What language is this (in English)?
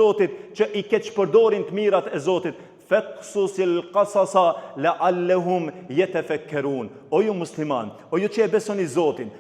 Albanian